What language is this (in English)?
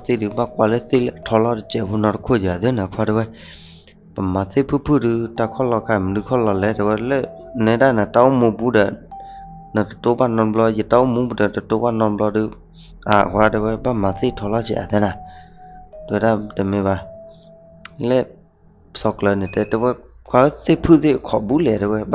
S'gaw Karen